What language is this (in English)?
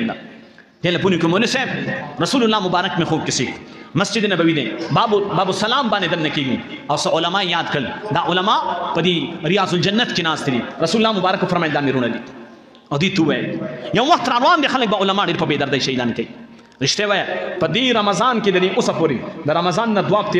Pashto